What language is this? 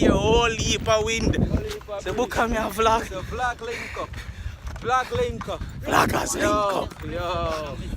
Jamaican Creole English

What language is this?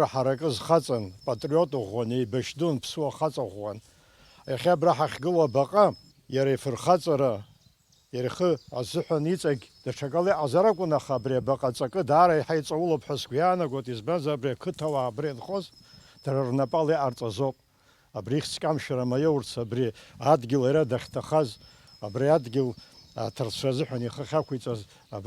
Abkhazian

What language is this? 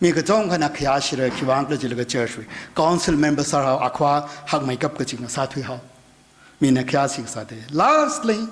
Tangkhul Naga (India)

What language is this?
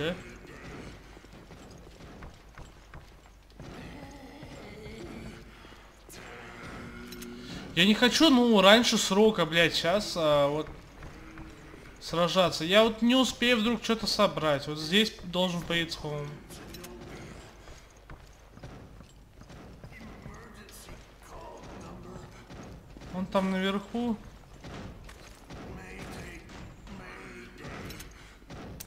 Russian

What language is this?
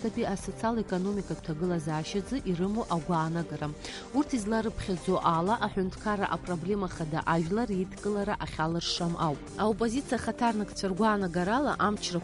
Abkhazian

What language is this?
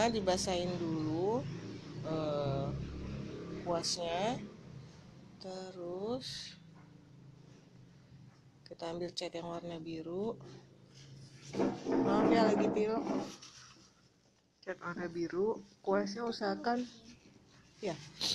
Indonesian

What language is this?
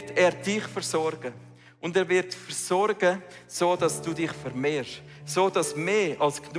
Swiss German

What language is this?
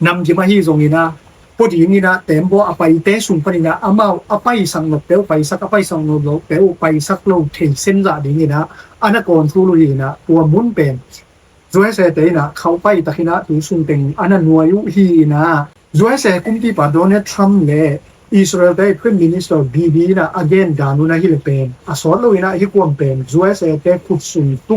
Tedim Chin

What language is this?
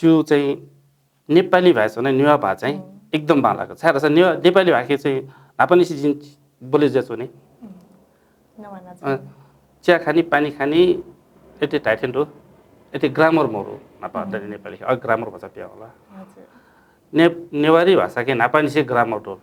Newari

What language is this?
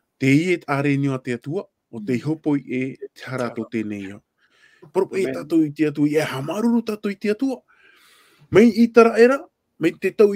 Tahitian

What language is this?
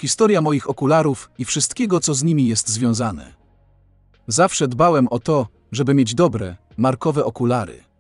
Polish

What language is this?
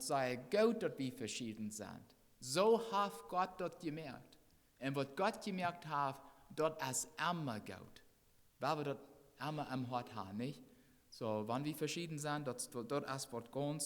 Plautdietsch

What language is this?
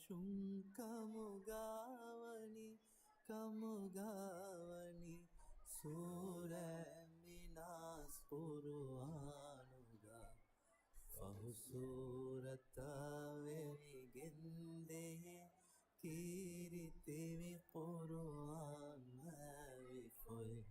Divehi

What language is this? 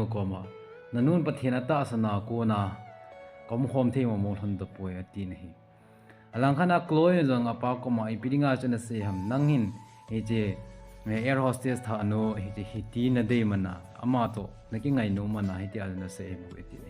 Thado Chin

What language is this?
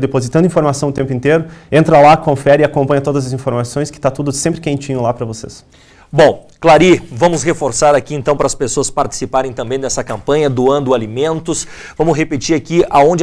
Portuguese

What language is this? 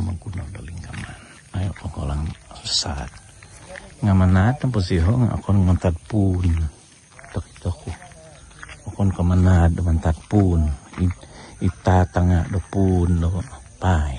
Central Dusun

